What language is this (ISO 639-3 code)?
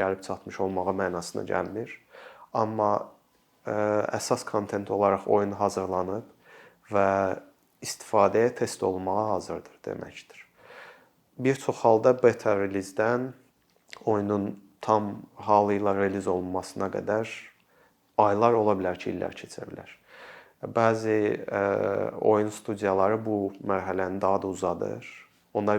aze